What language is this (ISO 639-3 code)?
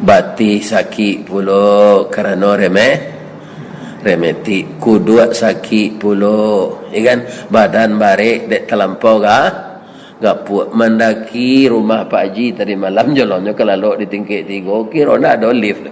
min